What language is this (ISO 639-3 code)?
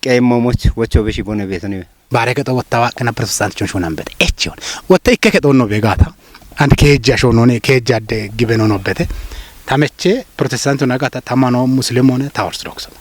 kbr